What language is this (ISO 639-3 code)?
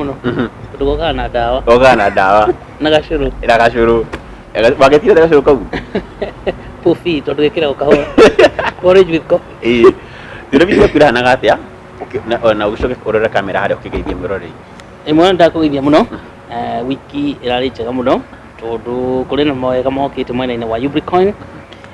kik